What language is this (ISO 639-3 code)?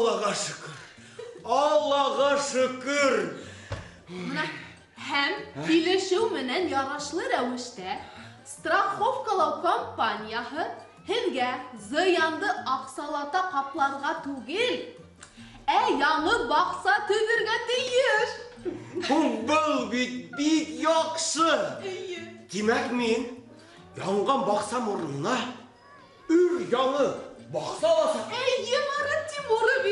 bak